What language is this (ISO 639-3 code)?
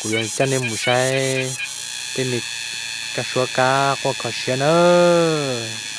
hmn